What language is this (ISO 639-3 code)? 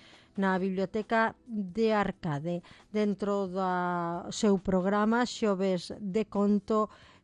glg